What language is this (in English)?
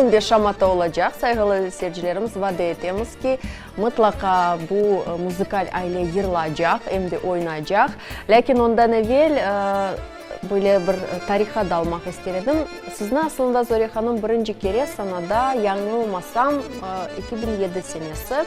Crimean Tatar